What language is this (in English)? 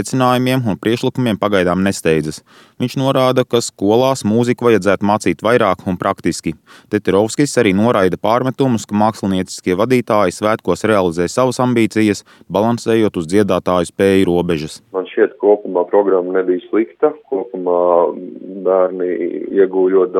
Latvian